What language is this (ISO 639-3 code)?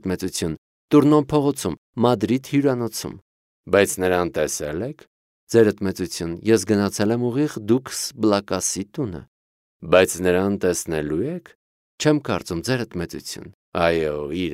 hye